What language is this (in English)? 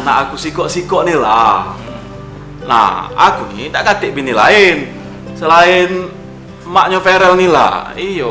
Musi